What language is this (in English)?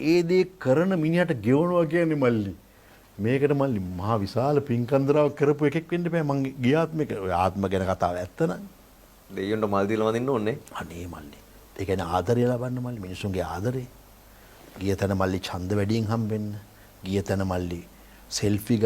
Sinhala